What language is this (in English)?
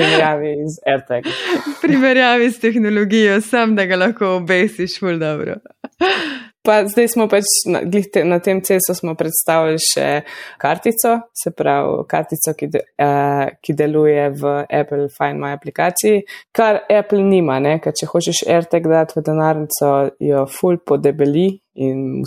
Slovenian